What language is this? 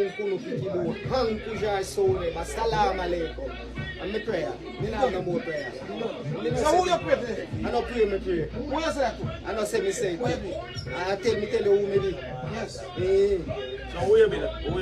Jamaican Creole English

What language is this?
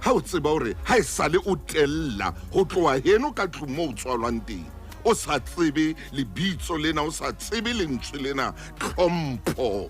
Southern Sotho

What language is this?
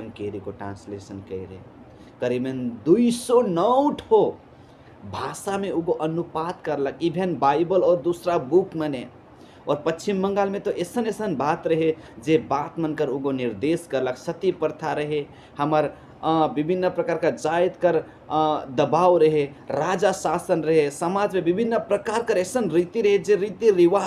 Sadri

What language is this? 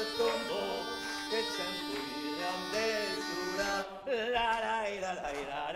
Occitan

